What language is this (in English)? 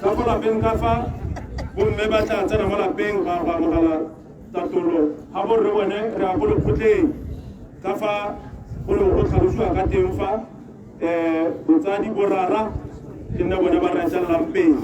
Tswana